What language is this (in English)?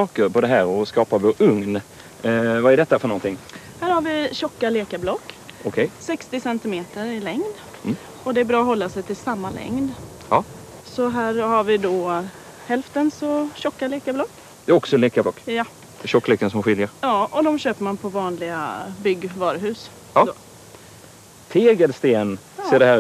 Swedish